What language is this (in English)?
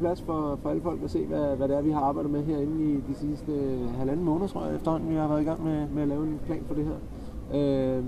Danish